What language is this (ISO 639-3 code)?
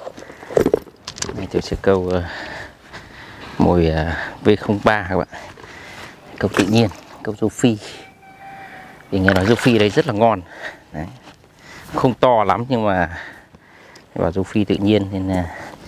vie